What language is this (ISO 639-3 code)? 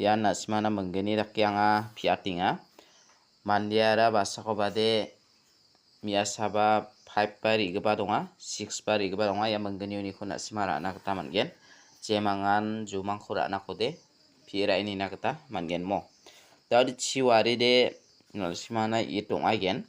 grt